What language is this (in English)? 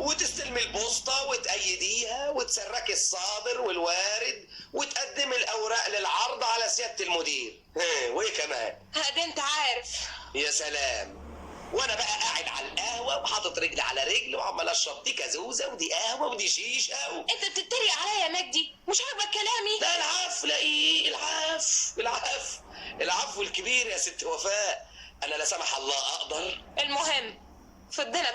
Egyptian Arabic